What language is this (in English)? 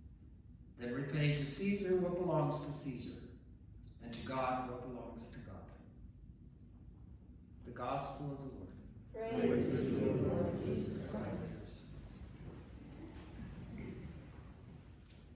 English